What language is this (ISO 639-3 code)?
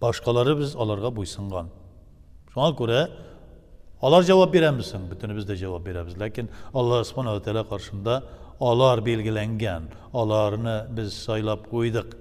tat